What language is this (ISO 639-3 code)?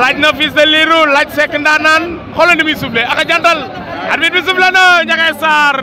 wol